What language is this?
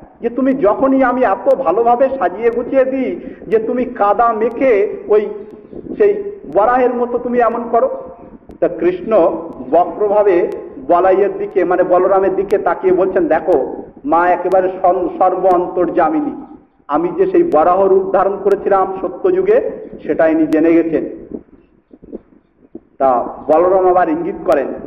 Bangla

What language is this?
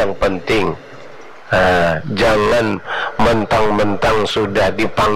Indonesian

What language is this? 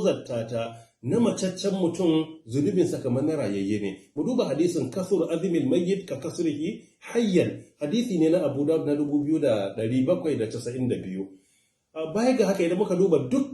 Hausa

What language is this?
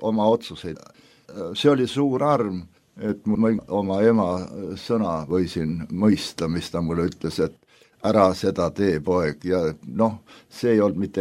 Estonian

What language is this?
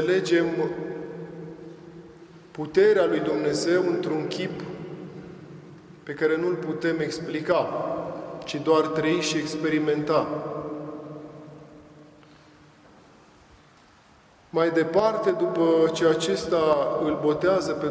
Romanian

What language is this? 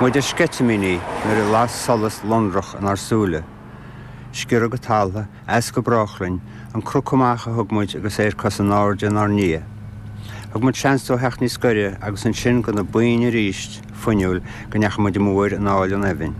Irish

